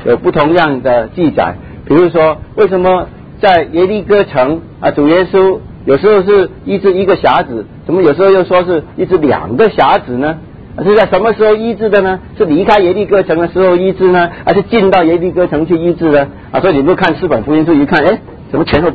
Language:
Chinese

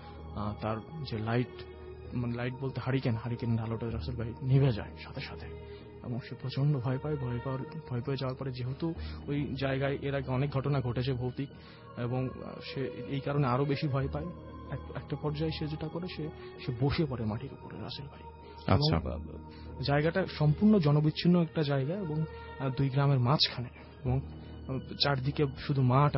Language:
Bangla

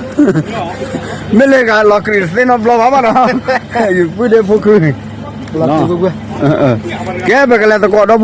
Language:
S'gaw Karen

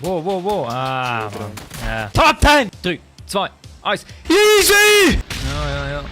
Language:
Swiss German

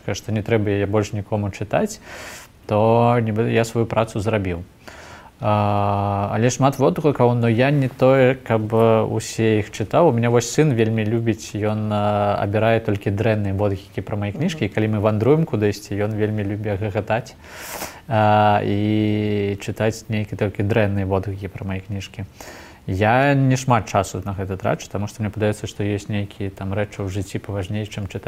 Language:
Belarusian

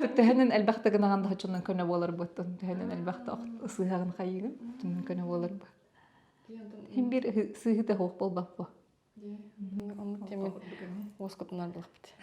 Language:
Yakut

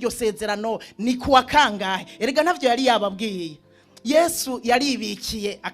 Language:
Rundi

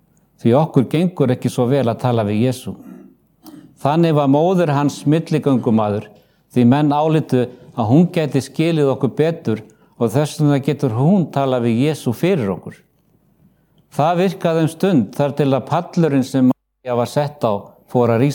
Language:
Icelandic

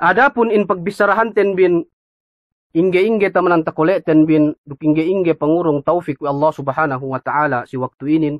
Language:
Yakan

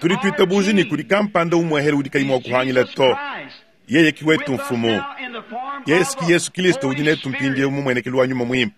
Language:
Luba-Lulua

